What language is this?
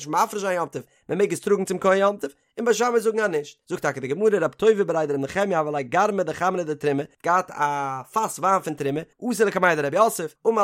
Yiddish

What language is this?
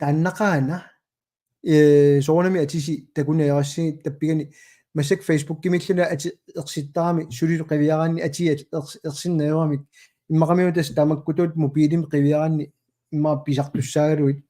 Kalaallisut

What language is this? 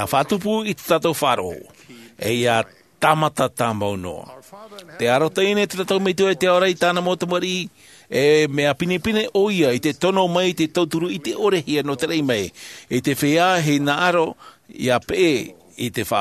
Tahitian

